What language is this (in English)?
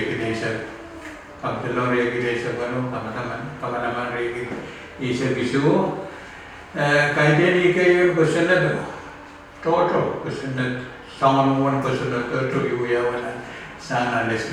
Pohnpeian